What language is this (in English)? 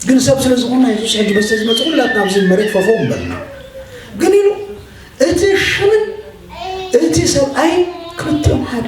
Tigrinya